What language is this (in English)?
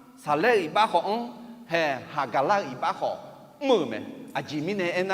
Akha